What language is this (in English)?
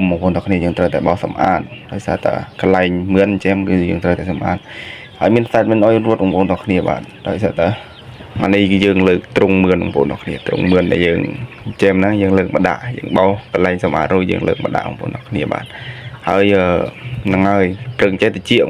Khmer